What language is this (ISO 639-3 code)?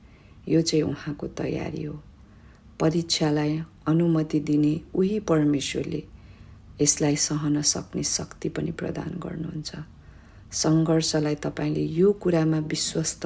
nep